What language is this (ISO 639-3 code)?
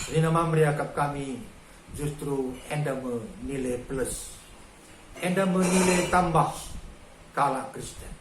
btx